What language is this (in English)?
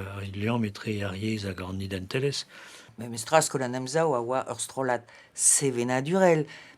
Breton